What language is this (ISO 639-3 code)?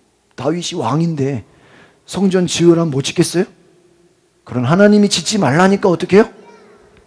kor